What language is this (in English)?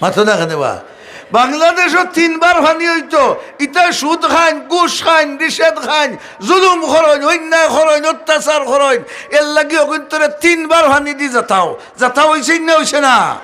Sylheti